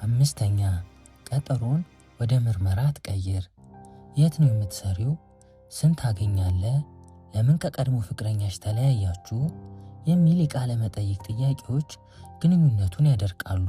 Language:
Amharic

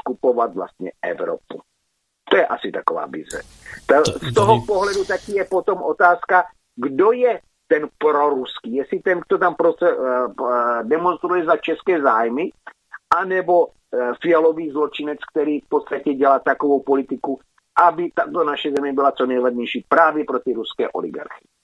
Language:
Czech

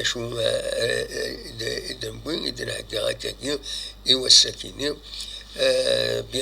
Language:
Kabyle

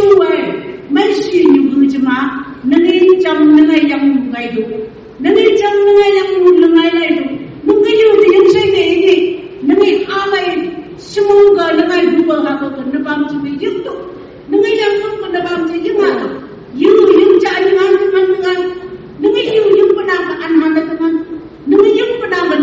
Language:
Phom Naga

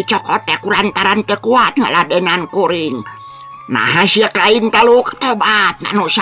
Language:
Sundanese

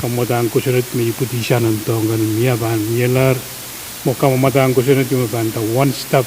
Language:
Pohnpeian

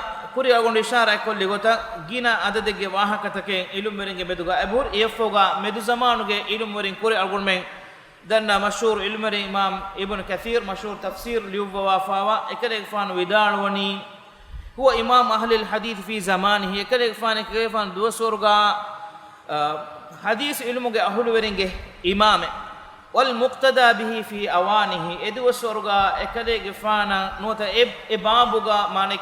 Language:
Divehi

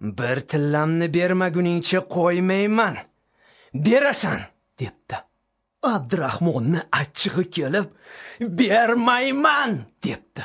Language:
Uzbek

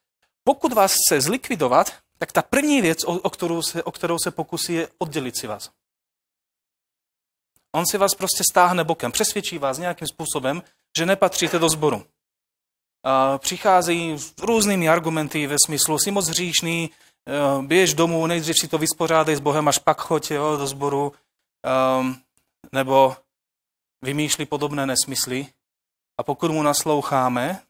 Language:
Czech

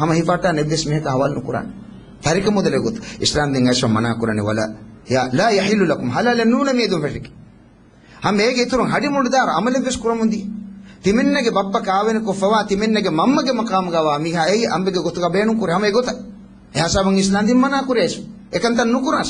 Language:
Divehi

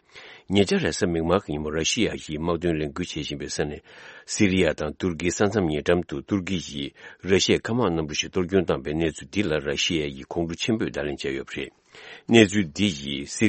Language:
Tibetan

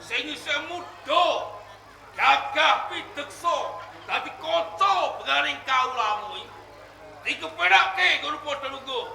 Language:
Javanese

